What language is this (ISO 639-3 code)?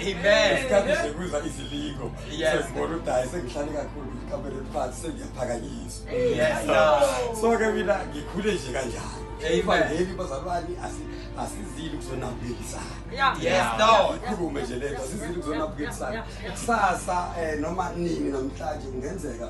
zul